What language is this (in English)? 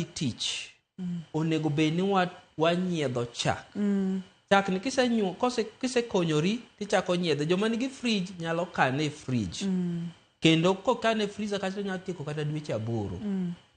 Luo (Kenya and Tanzania)